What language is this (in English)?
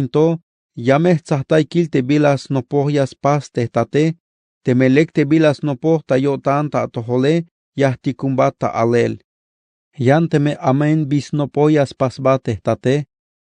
Tzeltal